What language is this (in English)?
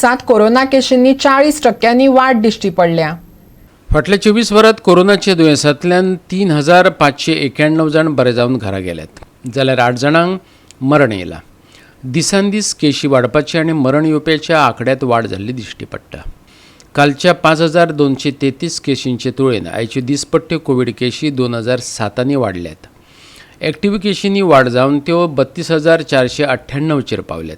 Konkani